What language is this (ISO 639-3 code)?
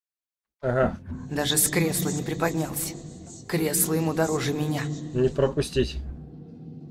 rus